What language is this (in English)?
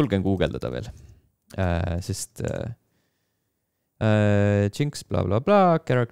Estonian